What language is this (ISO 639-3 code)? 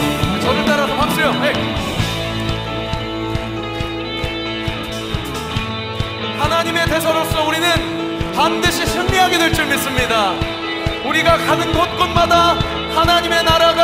kor